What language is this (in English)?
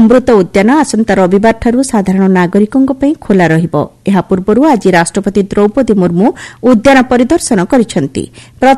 Odia